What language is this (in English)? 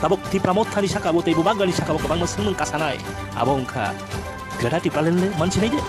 Kok Borok